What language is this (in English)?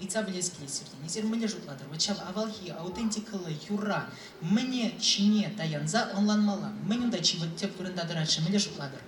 Chuvash